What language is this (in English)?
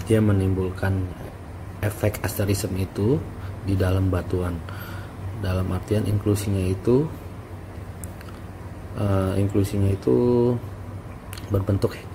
Indonesian